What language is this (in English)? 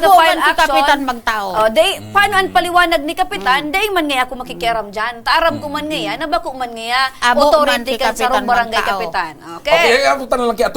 Bikol